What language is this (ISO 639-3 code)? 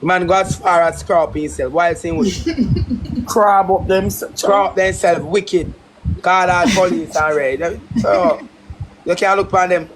jam